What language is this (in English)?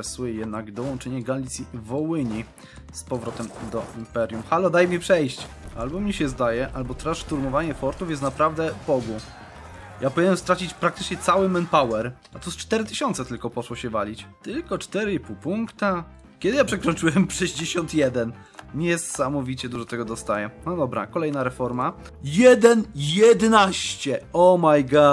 Polish